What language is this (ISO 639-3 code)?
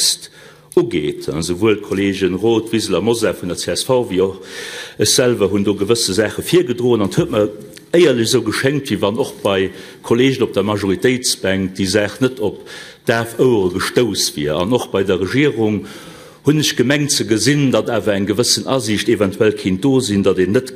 ltz